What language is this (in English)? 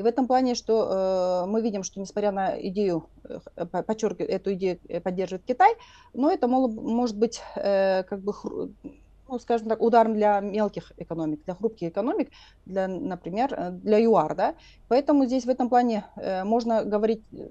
Russian